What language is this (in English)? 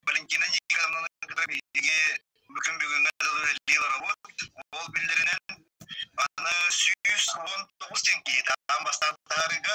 Yakut